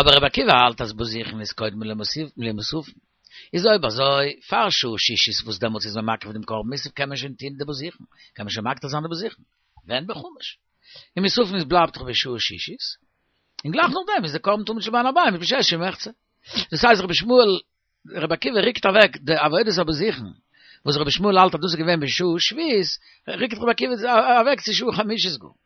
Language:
Yiddish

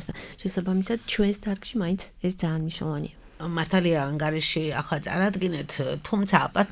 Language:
Georgian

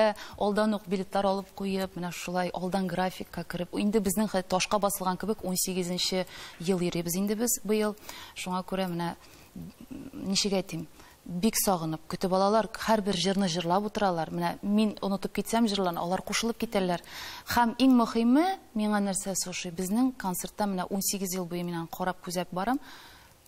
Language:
Tatar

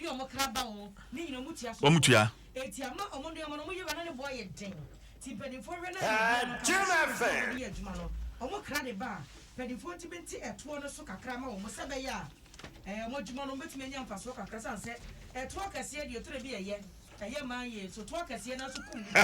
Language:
Akan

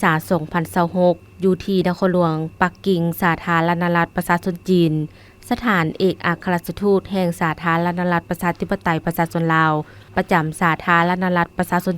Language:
Lao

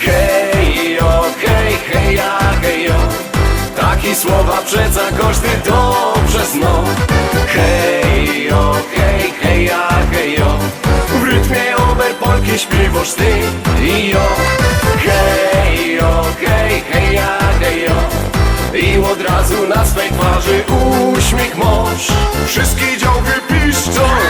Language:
Silesian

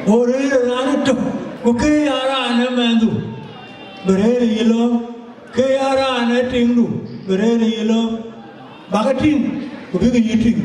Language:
Dinka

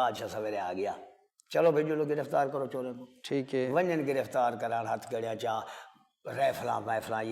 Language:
Saraiki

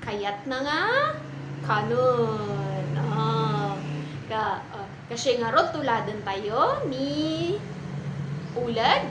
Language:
Iloko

